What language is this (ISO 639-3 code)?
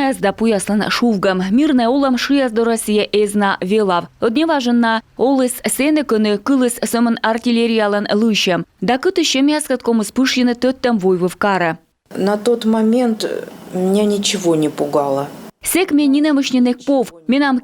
kom